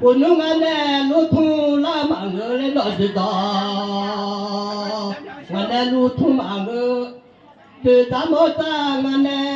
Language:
Akha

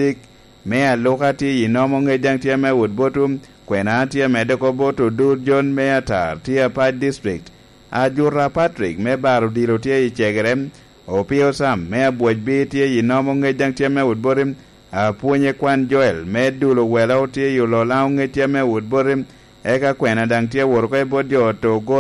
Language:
Lango (Uganda)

